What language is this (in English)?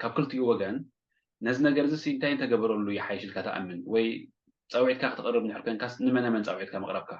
Tigrinya